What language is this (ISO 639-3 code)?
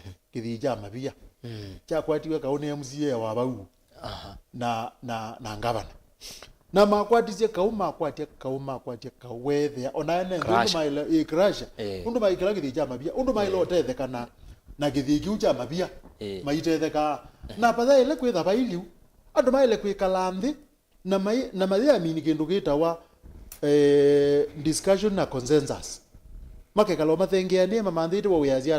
kam